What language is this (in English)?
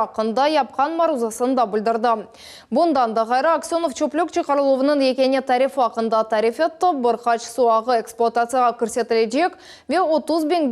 Crimean Tatar